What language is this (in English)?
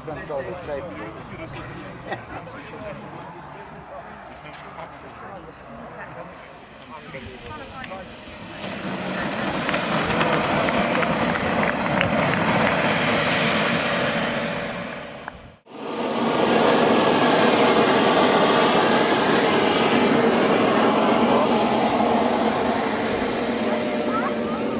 Afrikaans